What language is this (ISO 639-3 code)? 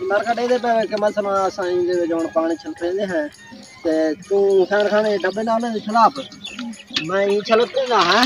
skr